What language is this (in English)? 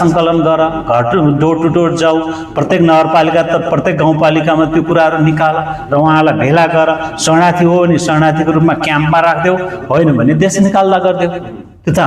Nepali